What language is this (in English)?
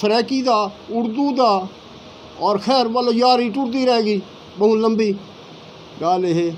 Saraiki